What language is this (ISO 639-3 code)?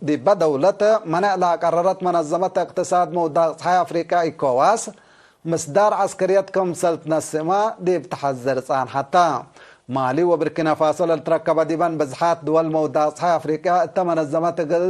tig